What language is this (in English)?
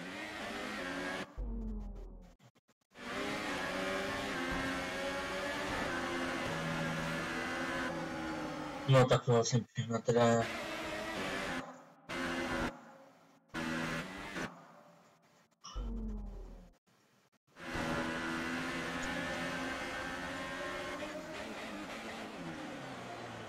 Czech